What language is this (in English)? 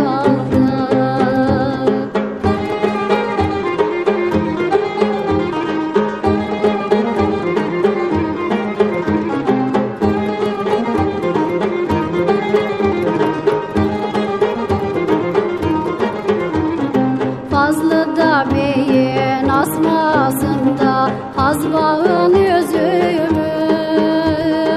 Turkish